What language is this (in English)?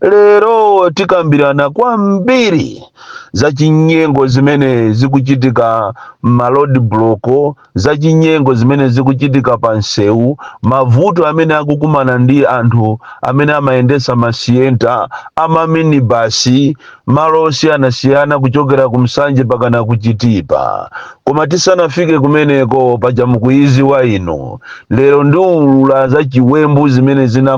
Nyanja